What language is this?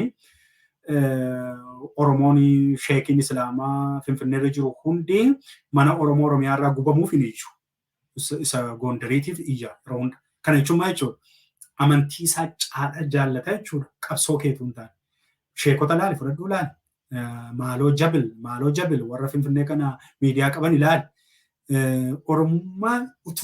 Oromo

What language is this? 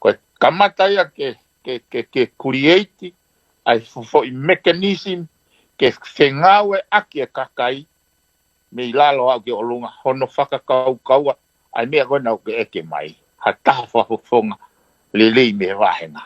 Tongan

